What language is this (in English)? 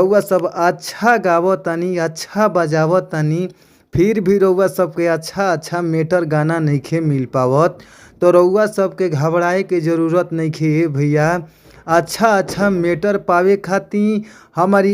Bhojpuri